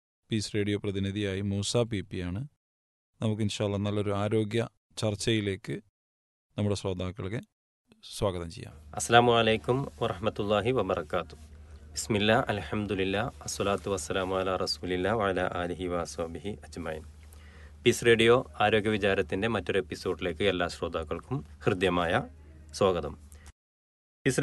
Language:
Malayalam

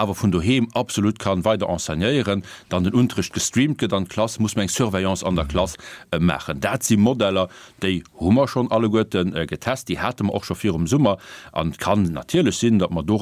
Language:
Luxembourgish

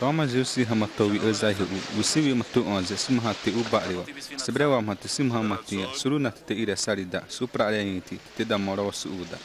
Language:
Xavánte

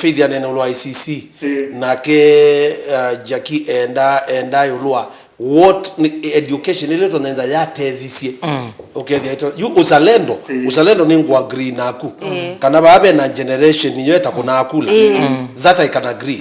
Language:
Kamba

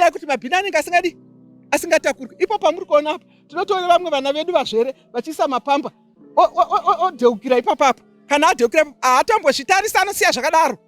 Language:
Shona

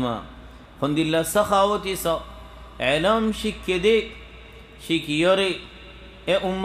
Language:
Rohingya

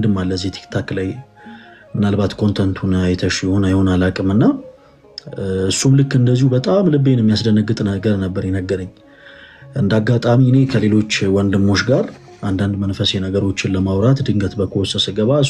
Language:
Amharic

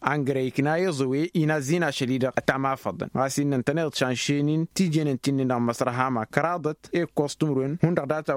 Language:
Tamasheq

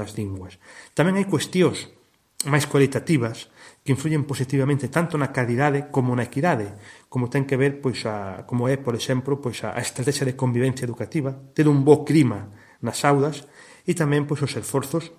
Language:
Galician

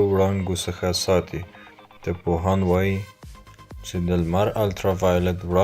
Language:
Pashto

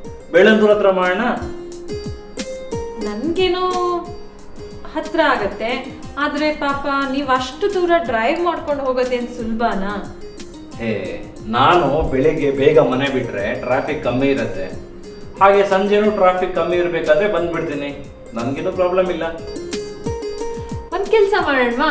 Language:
Kannada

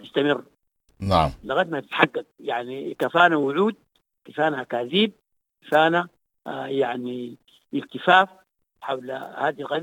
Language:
Sudanese Arabic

